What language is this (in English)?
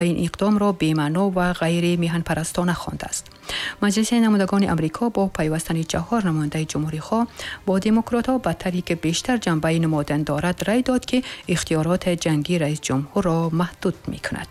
Tajik